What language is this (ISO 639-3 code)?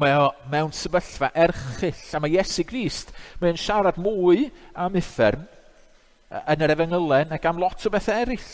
cym